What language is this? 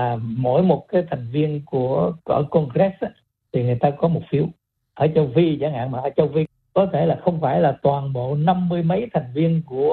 Vietnamese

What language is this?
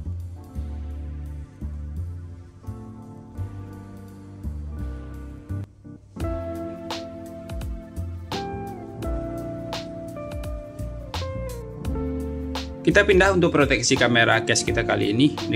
Indonesian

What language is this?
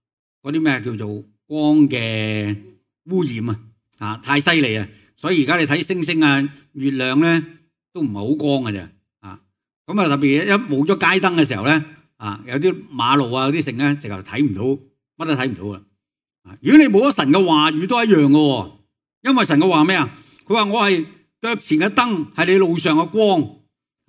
Cantonese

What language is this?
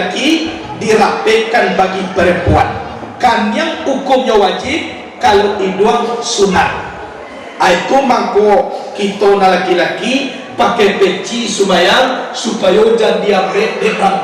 Minangkabau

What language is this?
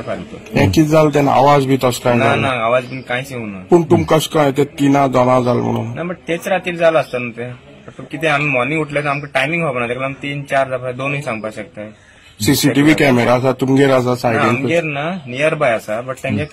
Konkani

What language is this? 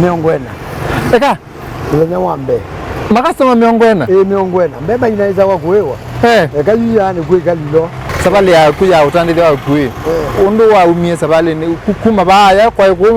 Kamba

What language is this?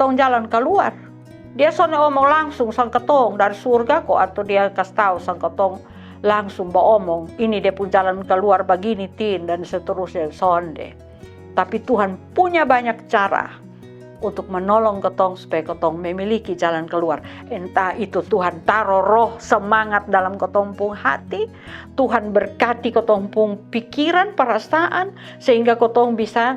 Kupang Malay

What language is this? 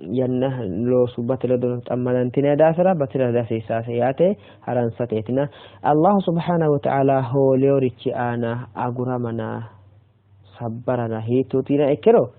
Sidamo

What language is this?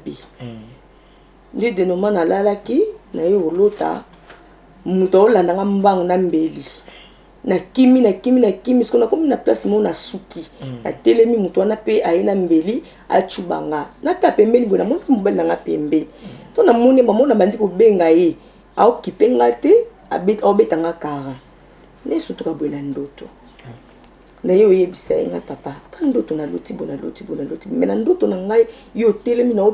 Lingala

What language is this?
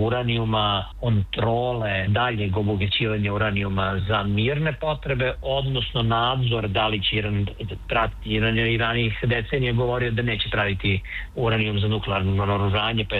Serbian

